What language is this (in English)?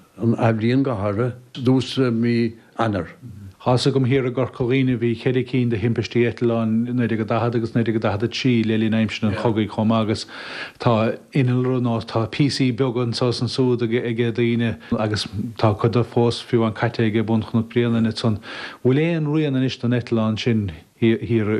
Irish